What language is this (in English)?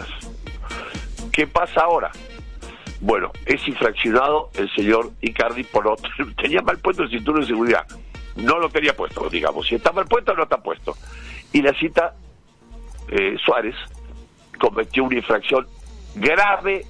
Spanish